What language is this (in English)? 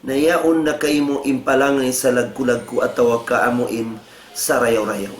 Tausug